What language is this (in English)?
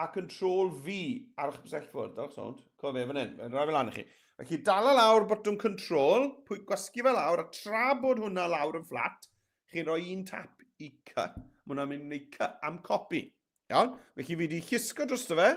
Welsh